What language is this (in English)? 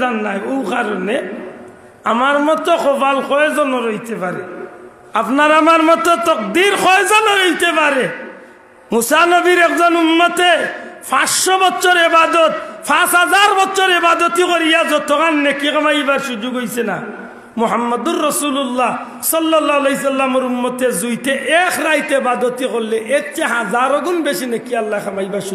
Sylheti